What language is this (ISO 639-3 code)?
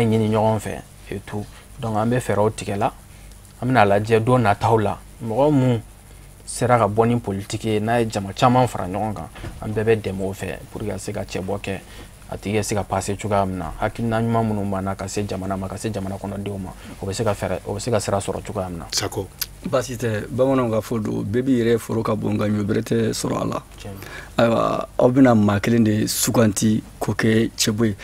bam